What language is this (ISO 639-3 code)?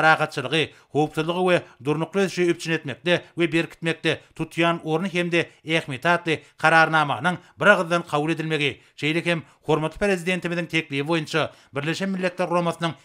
tuk